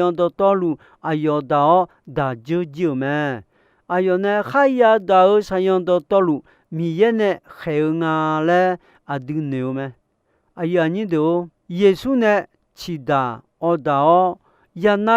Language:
Akha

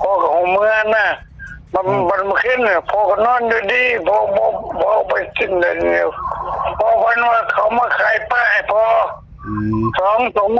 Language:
Northeastern Thai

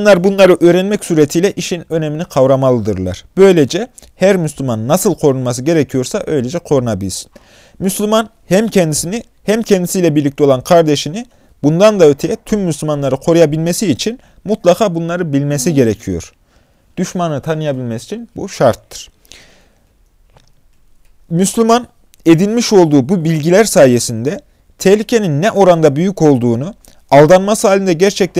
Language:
Turkish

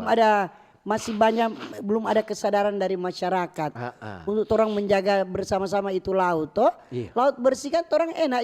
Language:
Manado Malay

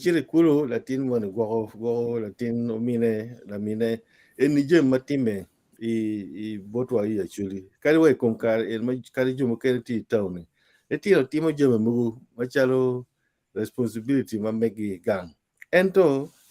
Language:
Acoli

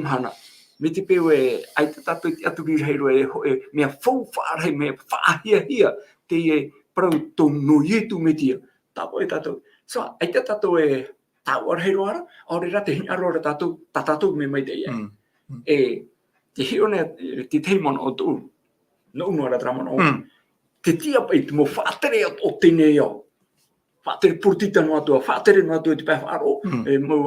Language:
Tahitian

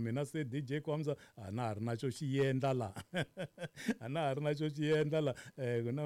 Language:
Tsonga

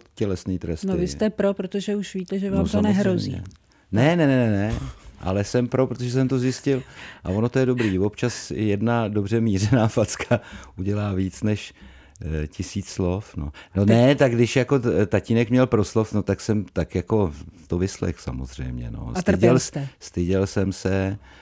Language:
Czech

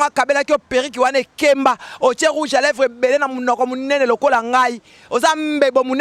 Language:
Lingala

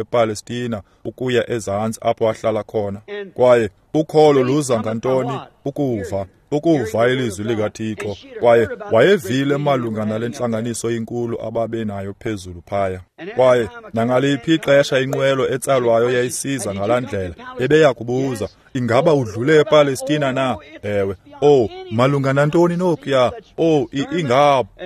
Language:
Xhosa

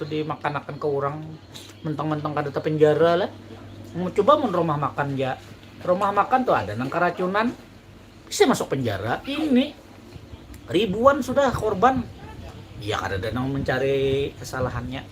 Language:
Banjar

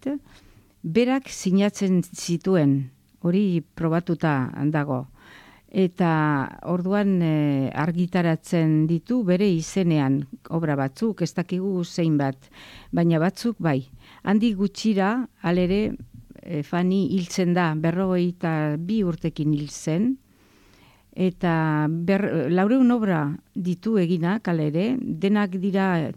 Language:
Basque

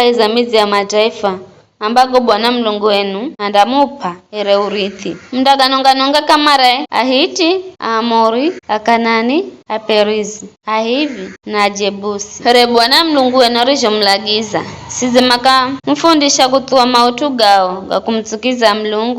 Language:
Giryama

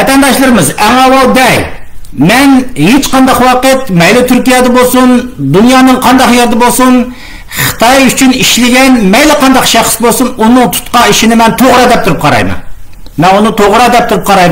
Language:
Uyghur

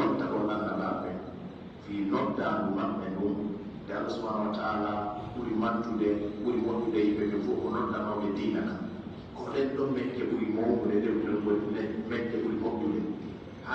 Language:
Pular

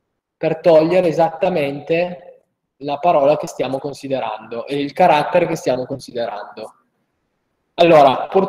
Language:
Italian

